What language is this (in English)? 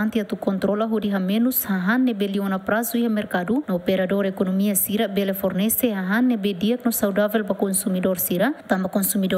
Tetum